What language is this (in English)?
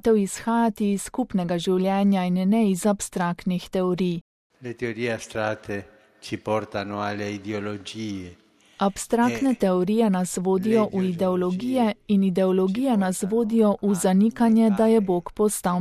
Slovenian